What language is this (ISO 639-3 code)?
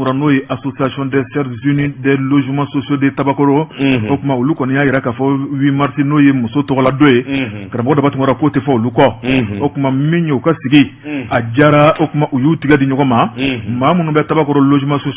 bam